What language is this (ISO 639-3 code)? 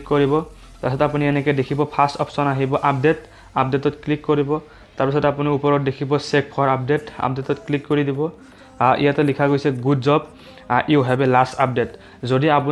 asm